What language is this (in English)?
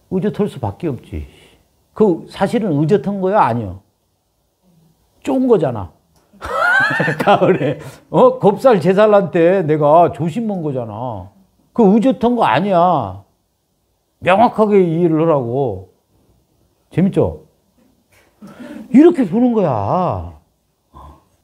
Korean